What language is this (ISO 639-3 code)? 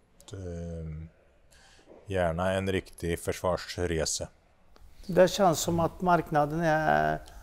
swe